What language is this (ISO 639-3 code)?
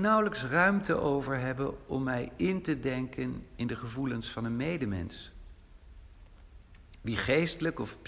nld